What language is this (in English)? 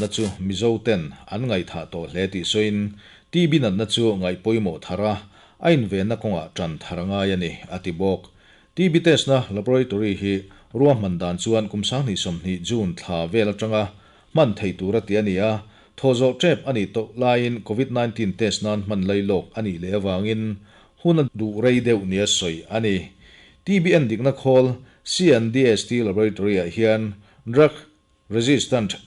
Mizo